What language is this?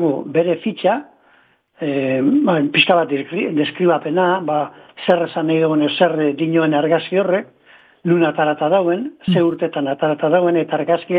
Basque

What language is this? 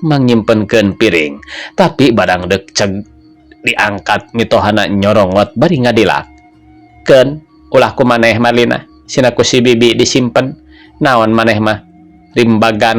Sundanese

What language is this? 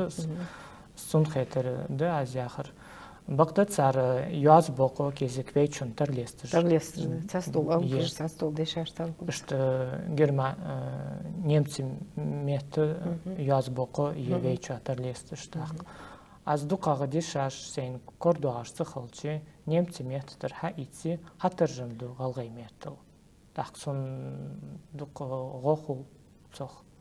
Ingush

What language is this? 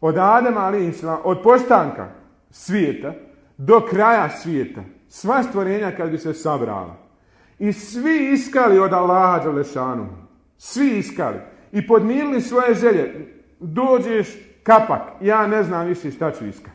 Bosnian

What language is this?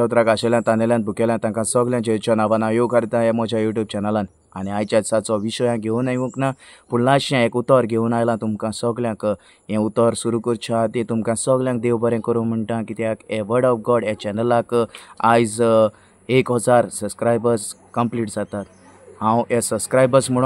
Konkani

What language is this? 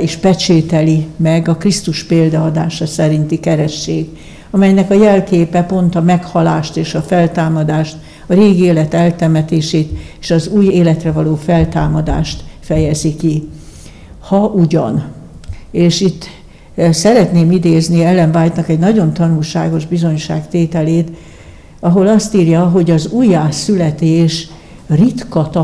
Hungarian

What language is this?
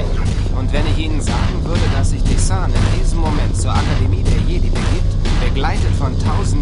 Bavarian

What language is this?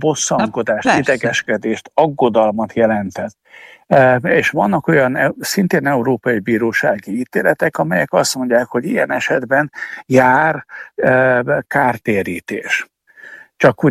Hungarian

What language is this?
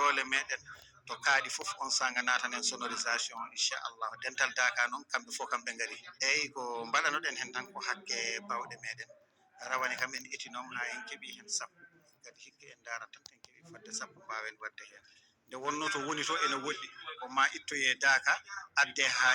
Fula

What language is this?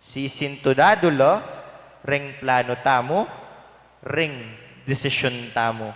Pampanga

